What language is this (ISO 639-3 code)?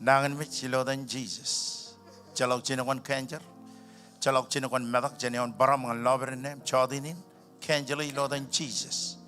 mah